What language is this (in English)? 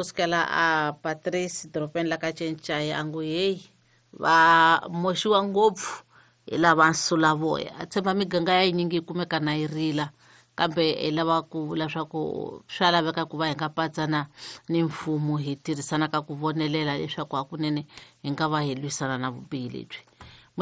Tsonga